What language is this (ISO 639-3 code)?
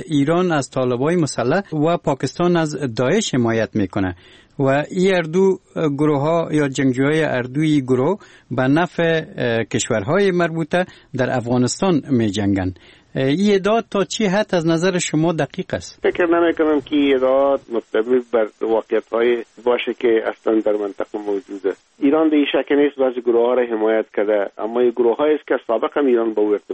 fas